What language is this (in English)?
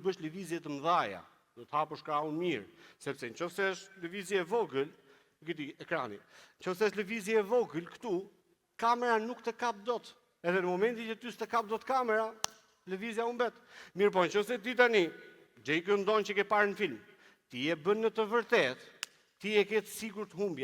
Albanian